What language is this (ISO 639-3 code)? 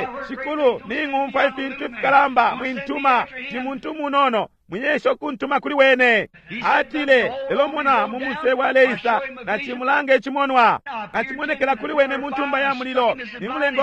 bem